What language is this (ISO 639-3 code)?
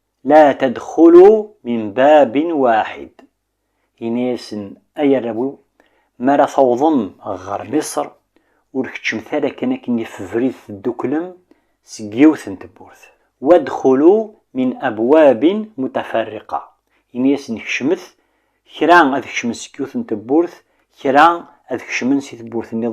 kab